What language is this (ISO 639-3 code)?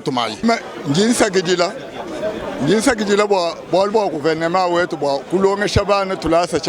lua